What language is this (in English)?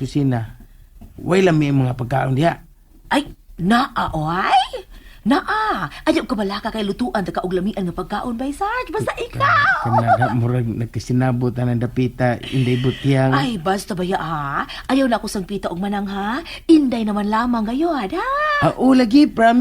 Cebuano